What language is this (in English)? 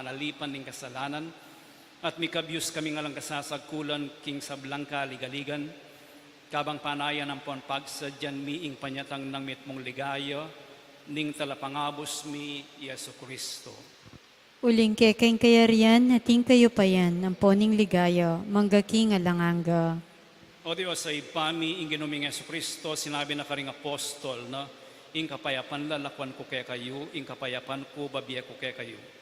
Pampanga